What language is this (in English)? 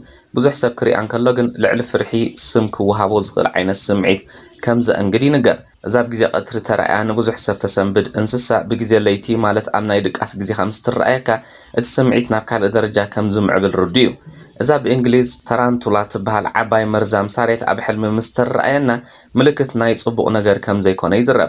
Tigrinya